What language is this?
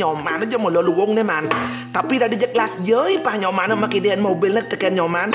Balinese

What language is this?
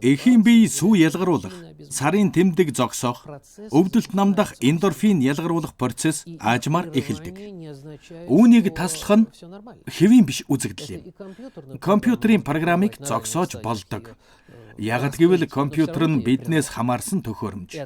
Mongolian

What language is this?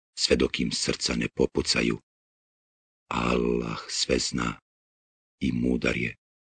Bosnian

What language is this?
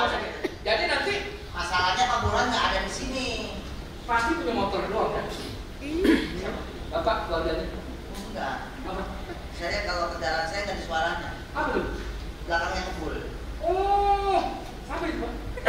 Betawi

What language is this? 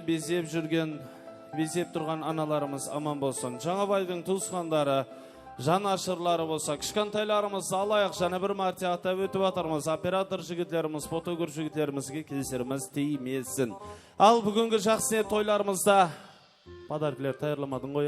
Kara-Kalpak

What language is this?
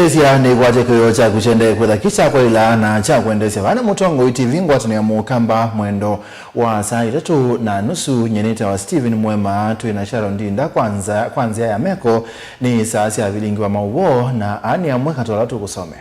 Kamba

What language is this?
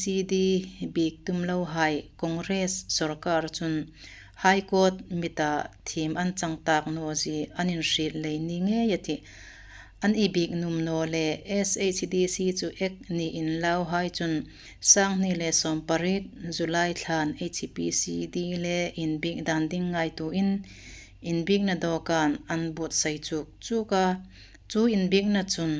Hmar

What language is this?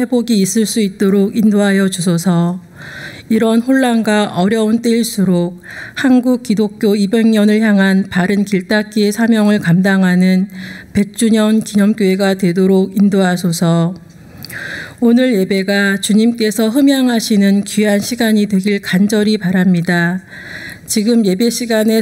Korean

